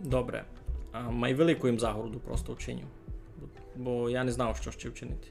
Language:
Rusyn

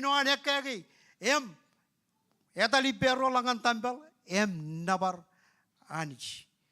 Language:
Marshallese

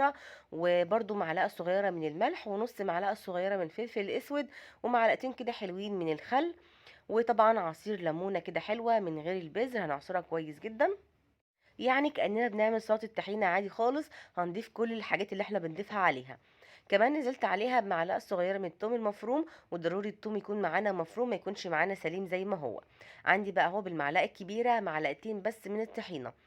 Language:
Egyptian Arabic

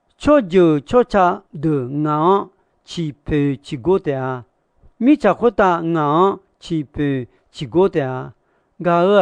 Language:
Akha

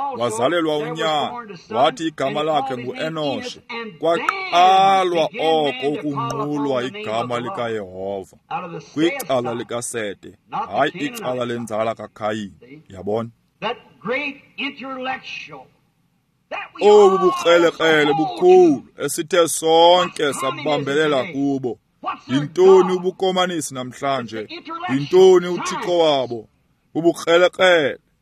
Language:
Xhosa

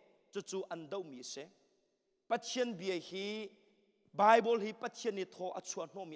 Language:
Hakha Chin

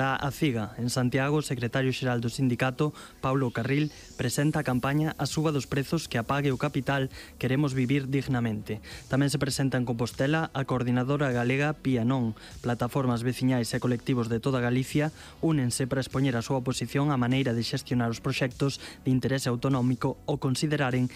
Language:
Galician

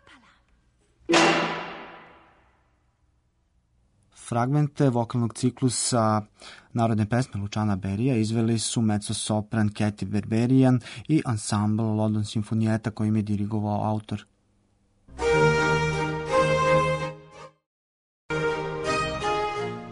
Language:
Serbian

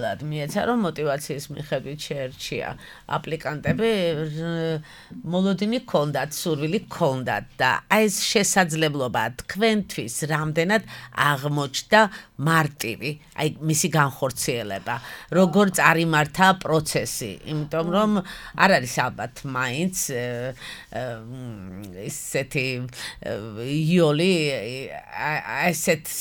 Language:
Georgian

